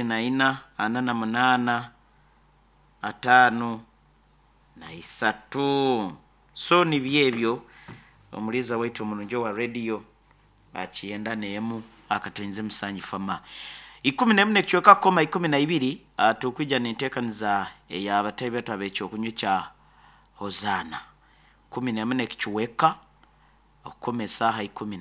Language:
Nyoro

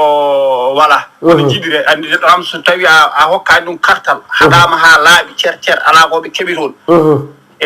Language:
Fula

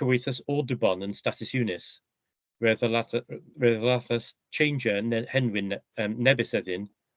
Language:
Cornish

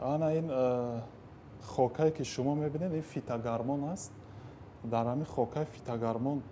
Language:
Tajik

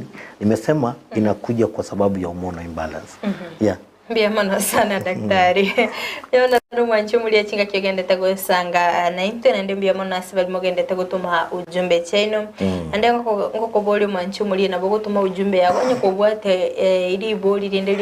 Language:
Gusii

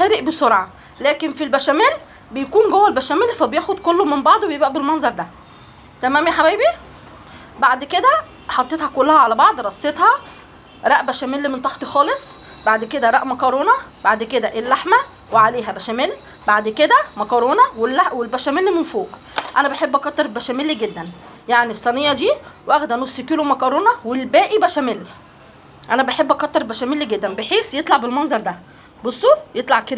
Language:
Egyptian Arabic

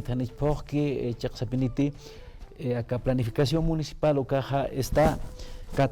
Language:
Aymara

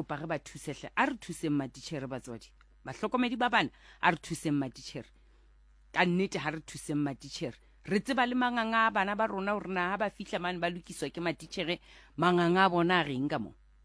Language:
Southern Sotho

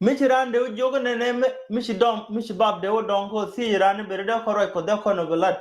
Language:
Nuer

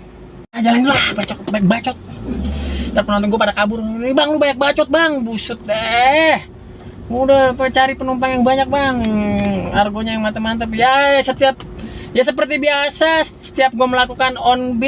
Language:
Betawi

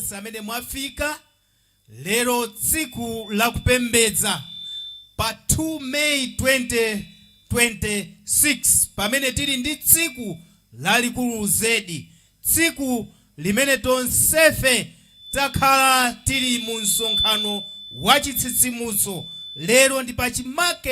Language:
Nyanja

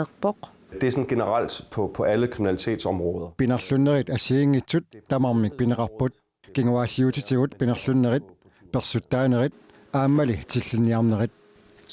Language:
Kalaallisut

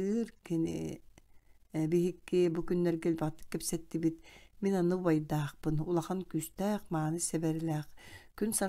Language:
Yakut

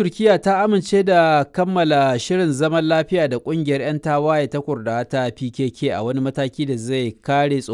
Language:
Hausa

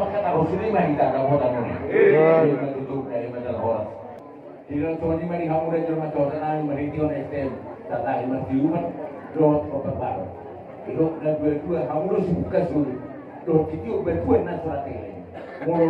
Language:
Batak Toba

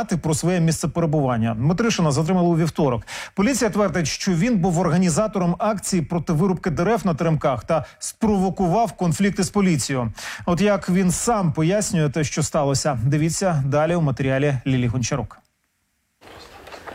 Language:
Ukrainian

